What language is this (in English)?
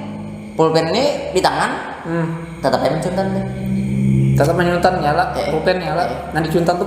Banjar